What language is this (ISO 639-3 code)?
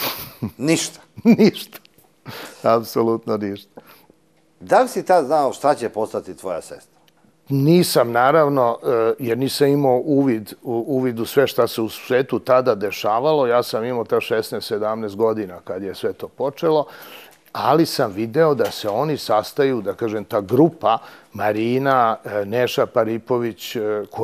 srp